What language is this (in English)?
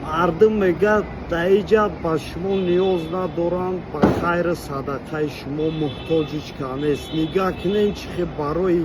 Tajik